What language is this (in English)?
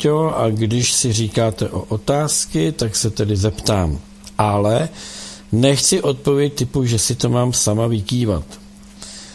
Czech